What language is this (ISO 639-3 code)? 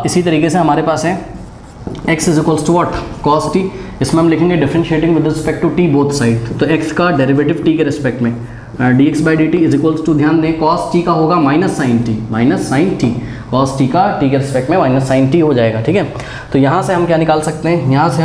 hin